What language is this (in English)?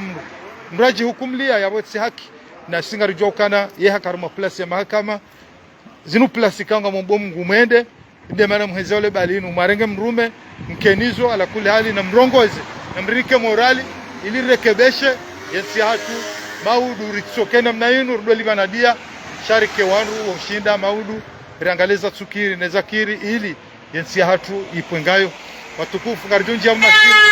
Ngazidja Comorian